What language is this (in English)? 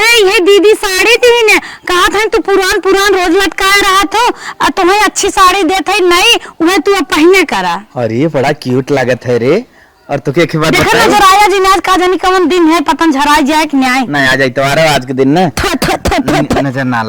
Awadhi